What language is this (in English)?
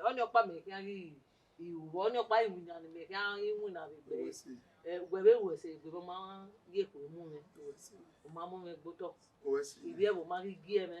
Bini